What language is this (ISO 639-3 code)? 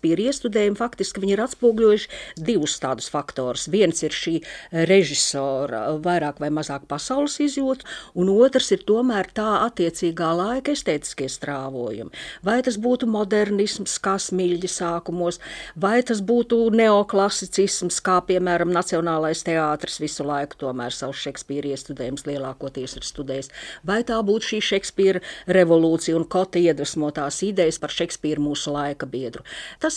lav